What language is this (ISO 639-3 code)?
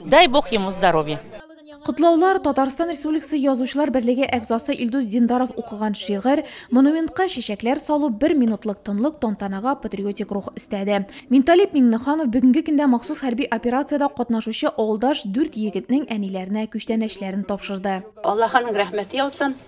tat